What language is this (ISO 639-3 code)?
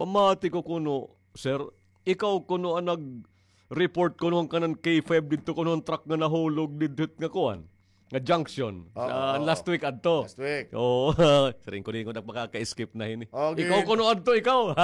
war